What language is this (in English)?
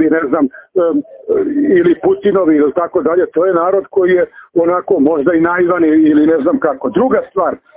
Serbian